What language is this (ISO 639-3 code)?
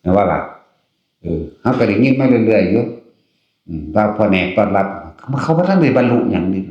tts